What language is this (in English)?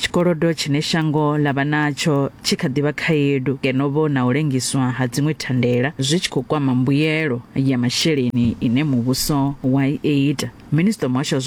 Venda